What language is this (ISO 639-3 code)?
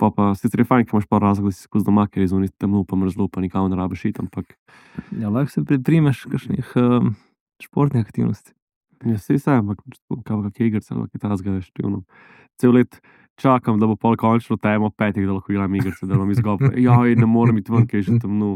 slv